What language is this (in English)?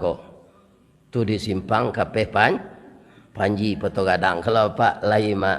Minangkabau